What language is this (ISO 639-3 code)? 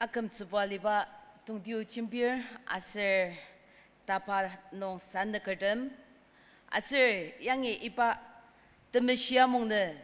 njo